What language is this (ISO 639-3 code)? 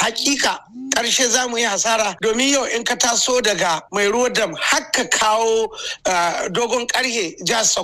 hau